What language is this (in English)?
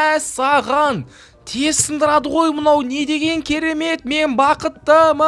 Kazakh